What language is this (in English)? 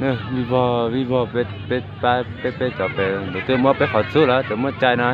Hmong